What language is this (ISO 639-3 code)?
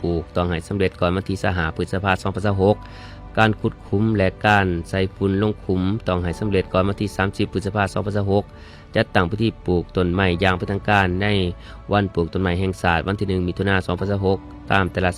lao